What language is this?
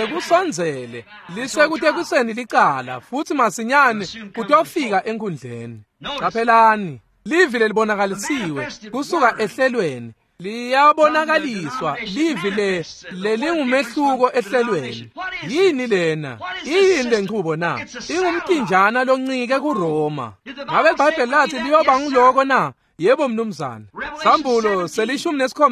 Swati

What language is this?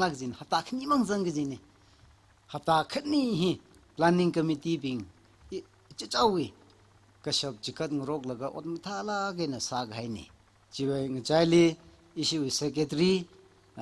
Tangkhul Naga (India)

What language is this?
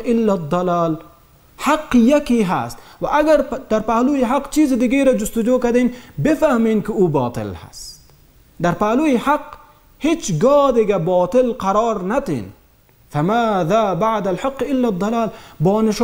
Persian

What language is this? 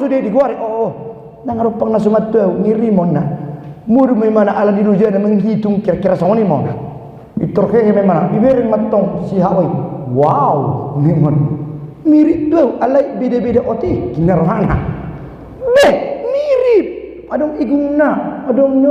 Batak Toba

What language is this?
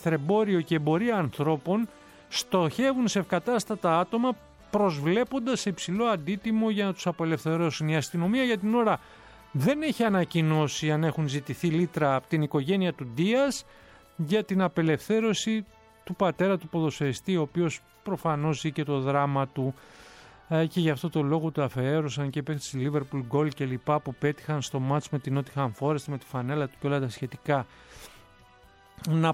Greek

